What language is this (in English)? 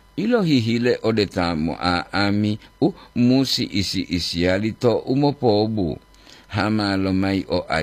Gorontalo